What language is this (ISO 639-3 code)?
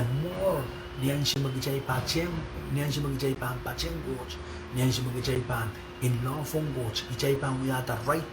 pon